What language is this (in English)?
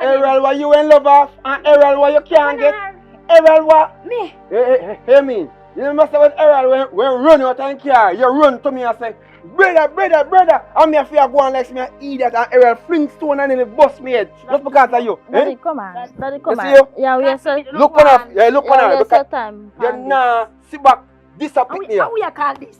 Jamaican Creole English